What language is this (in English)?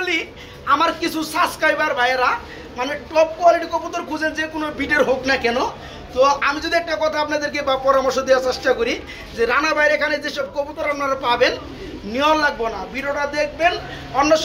Bangla